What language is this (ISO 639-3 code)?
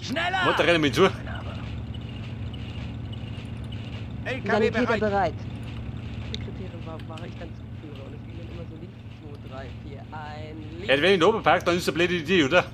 bar